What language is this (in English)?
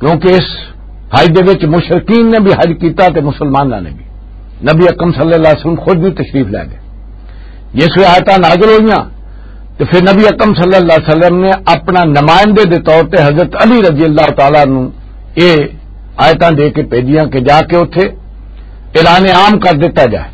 Western Panjabi